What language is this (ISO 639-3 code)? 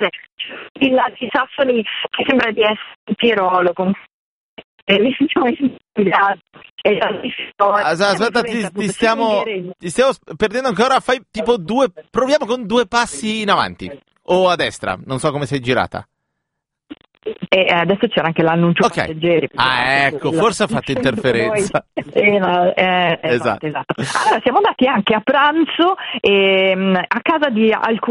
ita